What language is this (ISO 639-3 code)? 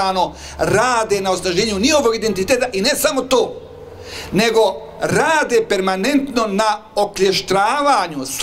bos